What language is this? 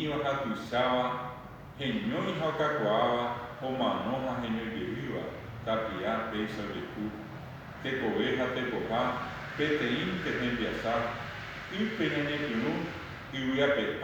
Guarani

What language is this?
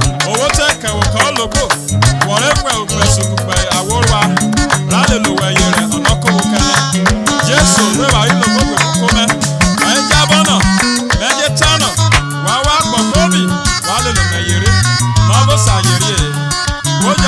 Urhobo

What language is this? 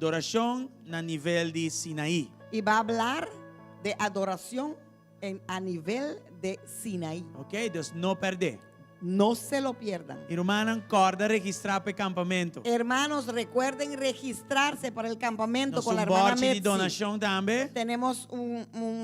Papiamento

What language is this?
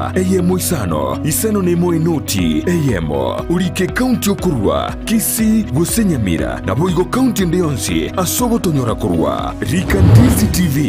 Gusii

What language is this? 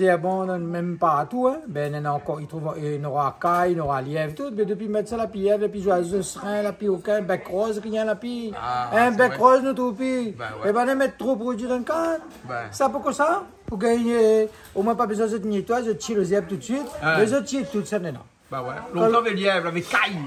Réunion Creole French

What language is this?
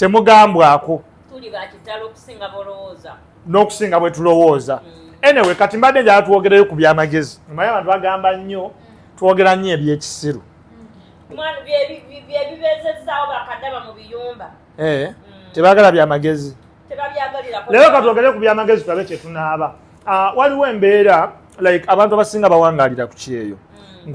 Ganda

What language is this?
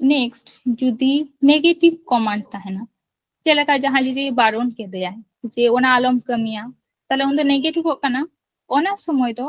Santali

